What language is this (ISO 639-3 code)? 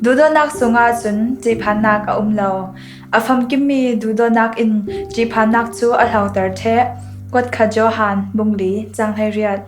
cfm